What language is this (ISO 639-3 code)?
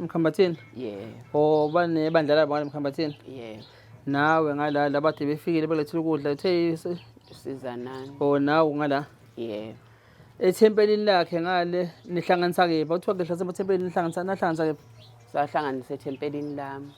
zul